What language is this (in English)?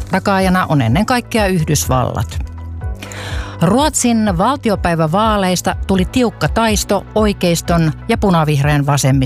Finnish